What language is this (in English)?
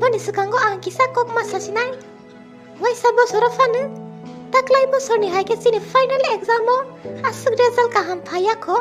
Kok Borok